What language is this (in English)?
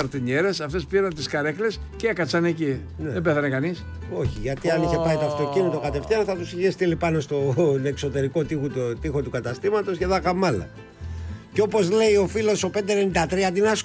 Greek